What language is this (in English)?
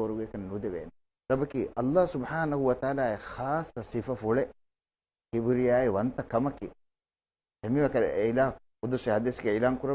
Divehi